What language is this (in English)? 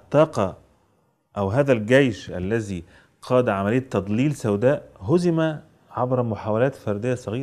Egyptian Arabic